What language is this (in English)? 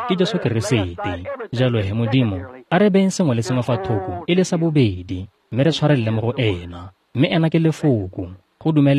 Tswana